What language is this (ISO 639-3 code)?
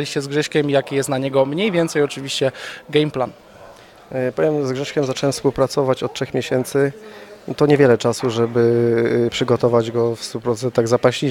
pol